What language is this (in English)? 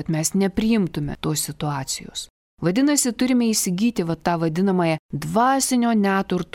Lithuanian